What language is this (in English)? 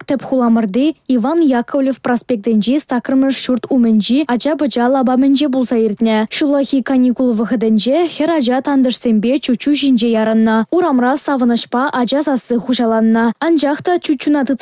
Chuvash